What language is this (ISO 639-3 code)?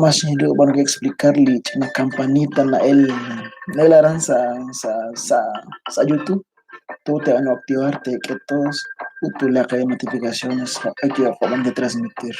kek